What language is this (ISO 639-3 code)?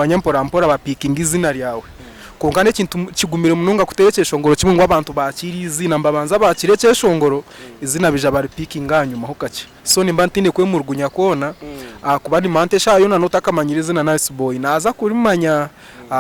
nyn